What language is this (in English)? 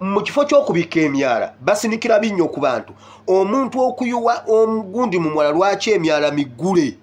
Ganda